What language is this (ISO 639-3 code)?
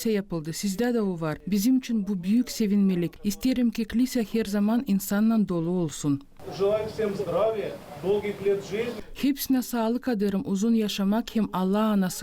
gag